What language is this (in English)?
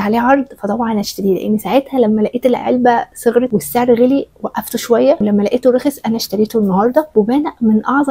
Egyptian Arabic